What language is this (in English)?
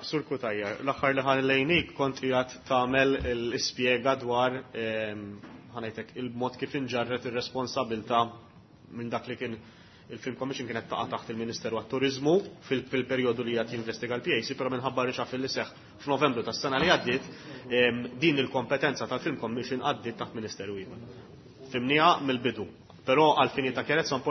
Maltese